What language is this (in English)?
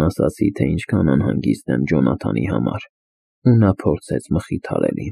Armenian